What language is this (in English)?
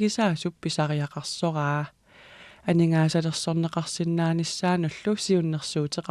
Kalaallisut